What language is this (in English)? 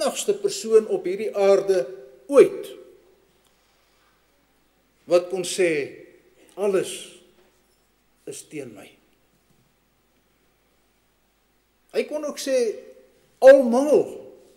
Afrikaans